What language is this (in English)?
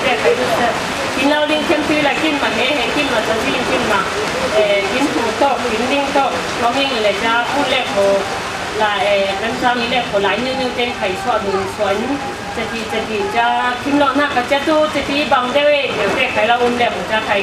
Falam Chin